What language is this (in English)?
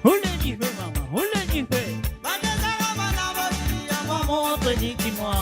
Morisyen